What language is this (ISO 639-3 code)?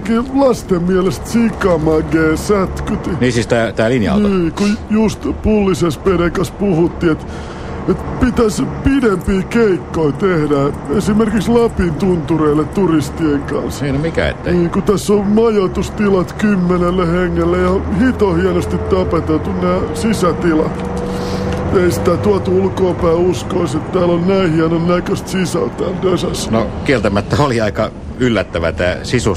fin